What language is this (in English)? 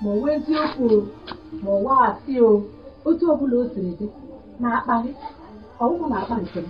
Igbo